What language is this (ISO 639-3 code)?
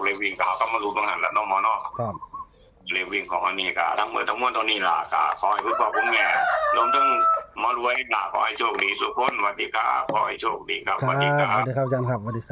tts